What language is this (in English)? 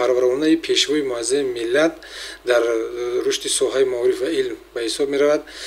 Tajik